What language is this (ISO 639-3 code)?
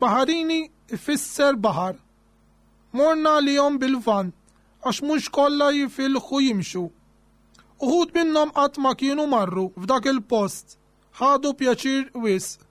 mlt